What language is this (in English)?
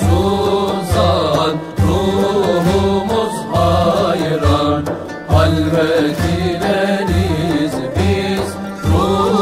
Turkish